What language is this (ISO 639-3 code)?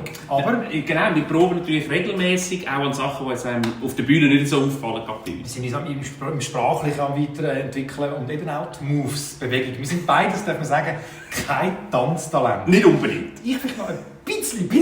gsw